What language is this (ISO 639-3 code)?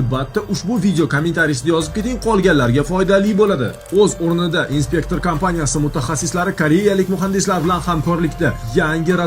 uzb